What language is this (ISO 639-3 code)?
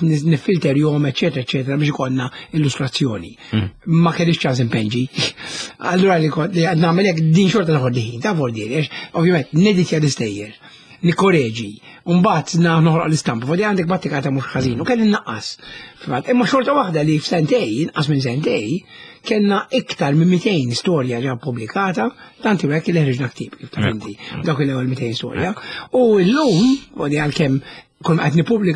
mlt